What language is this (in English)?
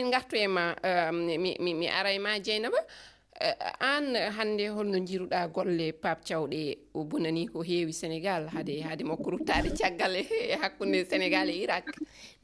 Fula